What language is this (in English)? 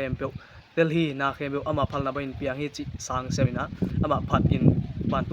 Tedim Chin